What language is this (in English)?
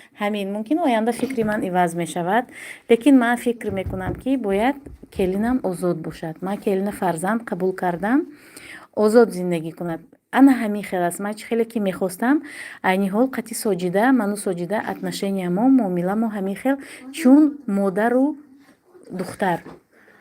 Tajik